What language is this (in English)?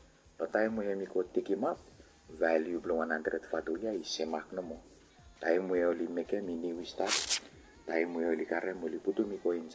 Bislama